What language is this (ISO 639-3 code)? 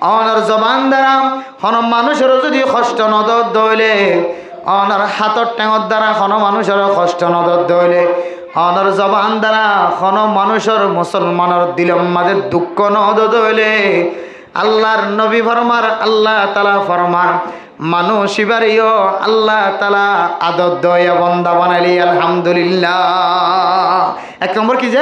rhg